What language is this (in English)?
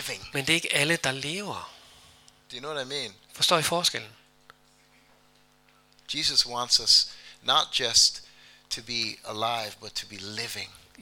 Danish